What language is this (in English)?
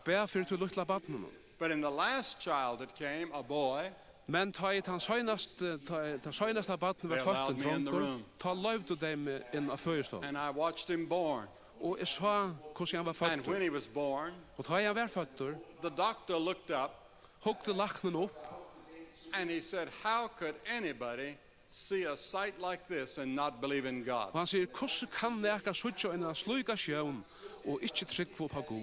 Faroese